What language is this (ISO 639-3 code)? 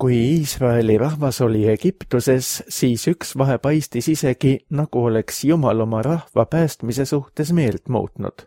est